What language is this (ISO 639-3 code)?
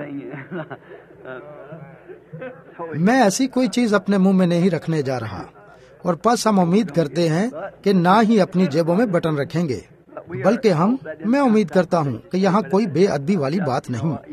urd